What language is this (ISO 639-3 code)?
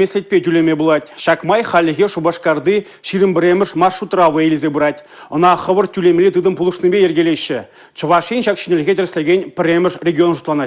chv